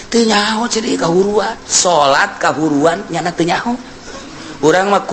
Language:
Sundanese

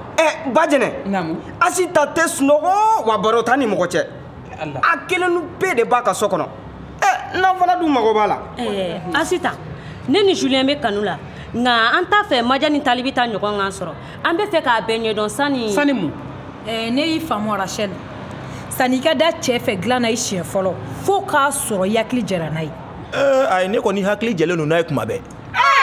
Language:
Bambara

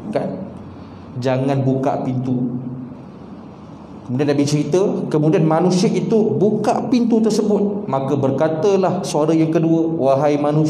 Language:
Malay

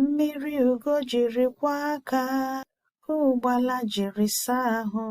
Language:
Igbo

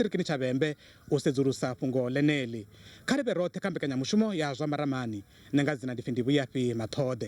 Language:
Venda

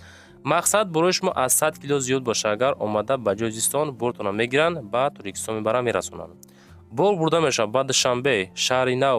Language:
Tajik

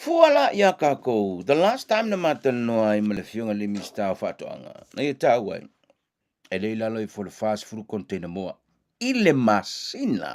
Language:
Samoan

